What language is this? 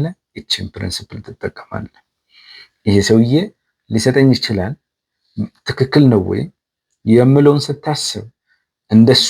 Amharic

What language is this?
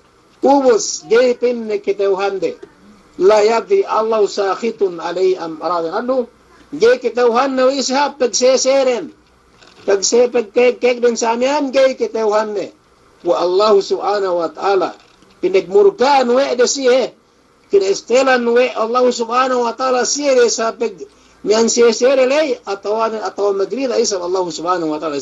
Yakan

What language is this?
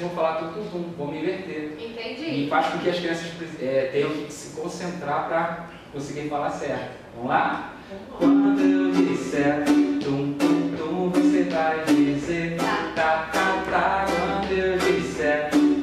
Portuguese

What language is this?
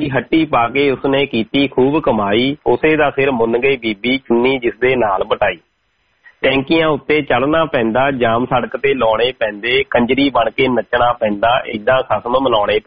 Punjabi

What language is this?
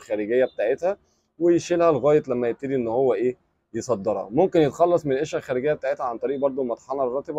Egyptian Arabic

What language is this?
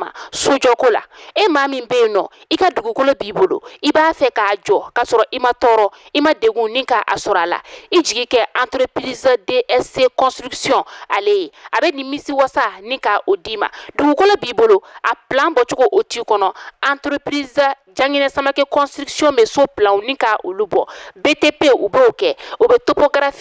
Bambara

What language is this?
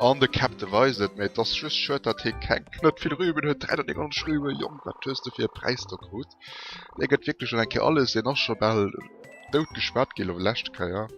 Luxembourgish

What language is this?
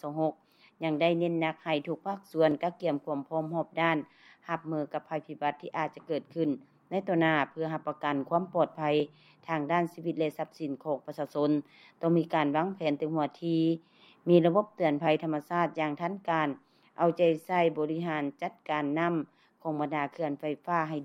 Lao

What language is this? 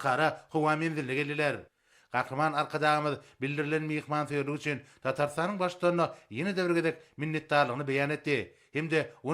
Turkmen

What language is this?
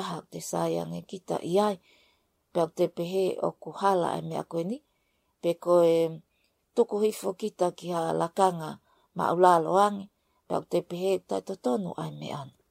Tongan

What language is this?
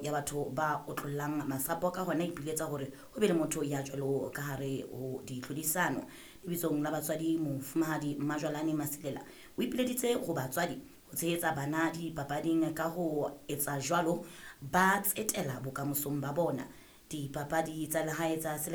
Southern Sotho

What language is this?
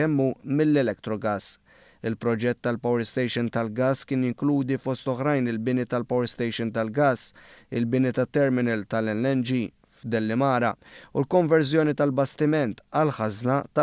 Maltese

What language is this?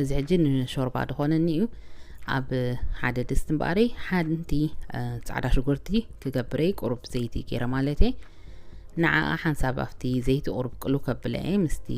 Tigrinya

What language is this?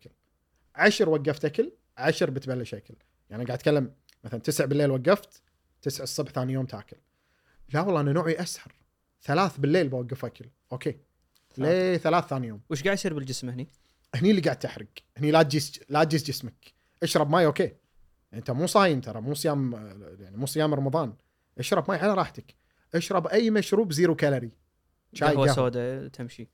Gulf Arabic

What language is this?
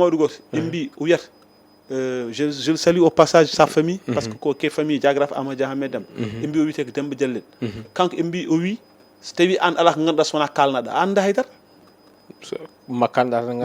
Fula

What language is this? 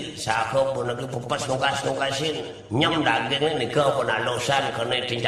Balinese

